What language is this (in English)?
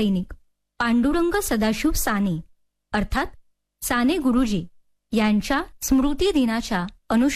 Marathi